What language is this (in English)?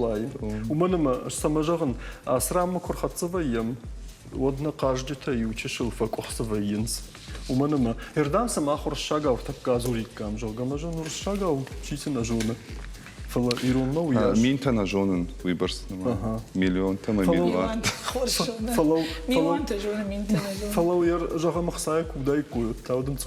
Ossetic